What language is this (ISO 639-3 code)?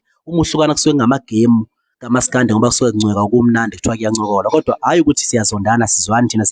zul